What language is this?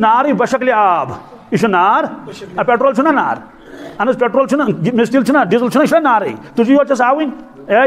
Kashmiri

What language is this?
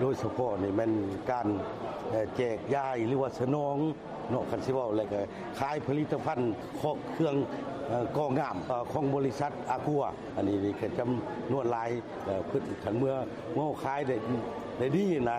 Lao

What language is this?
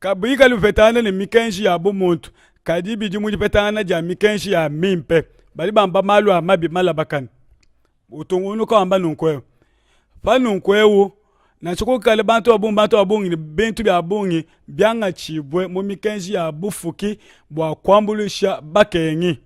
Luba-Lulua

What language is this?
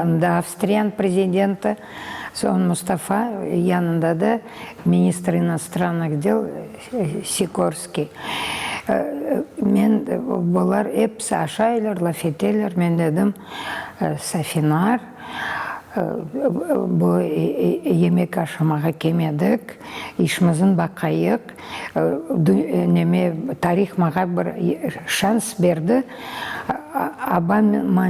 Crimean Tatar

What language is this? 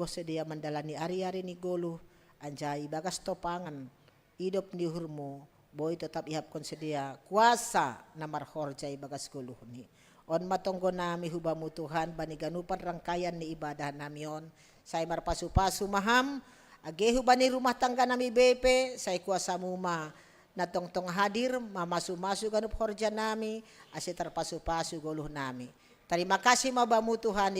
Batak Simalungun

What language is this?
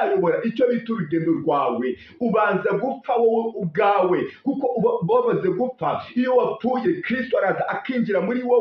Kinyarwanda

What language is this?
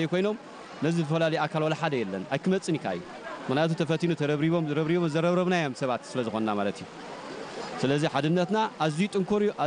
Tigrinya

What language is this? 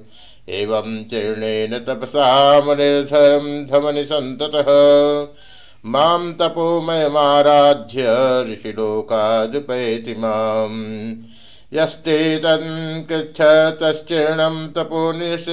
Sanskrit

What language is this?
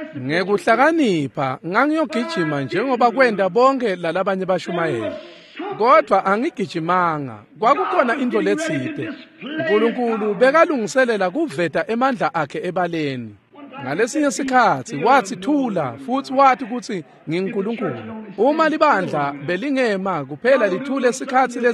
Swati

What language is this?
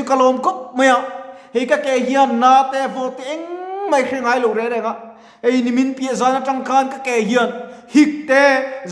Mizo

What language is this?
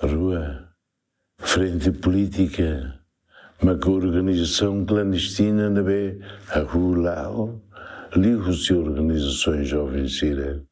Tetum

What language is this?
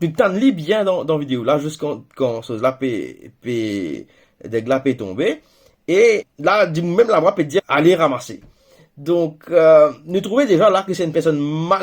Morisyen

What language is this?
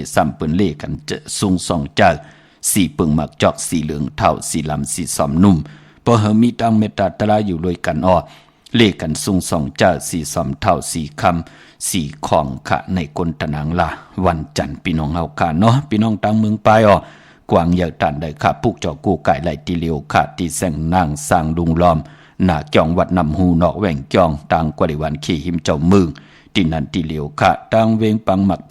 Shan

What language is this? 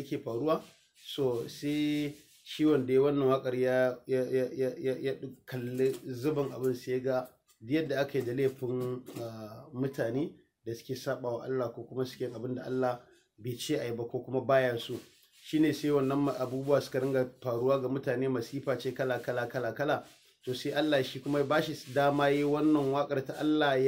Hausa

